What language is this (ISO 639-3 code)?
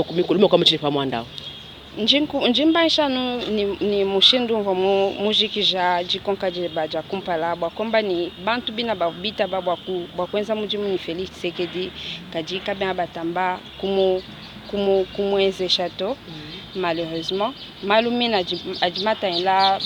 lua